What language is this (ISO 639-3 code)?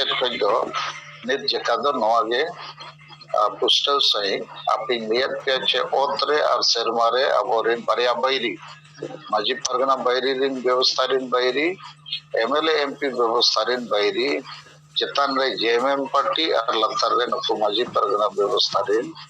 sat